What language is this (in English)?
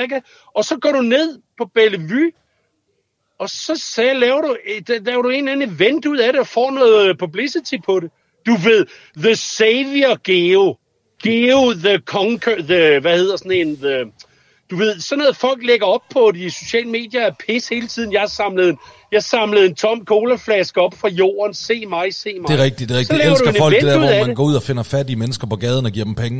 Danish